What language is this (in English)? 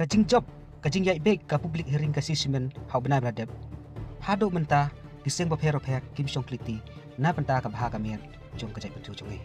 Khasi